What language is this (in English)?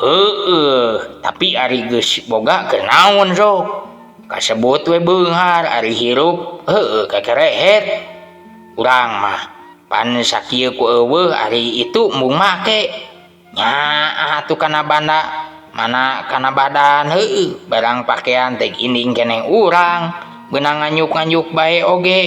Sundanese